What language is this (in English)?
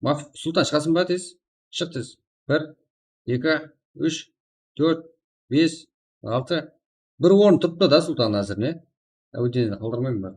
Kara-Kalpak